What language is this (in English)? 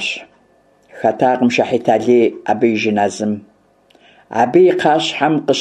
Kabardian